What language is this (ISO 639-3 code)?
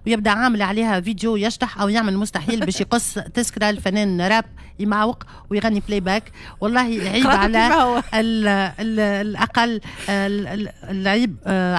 aeb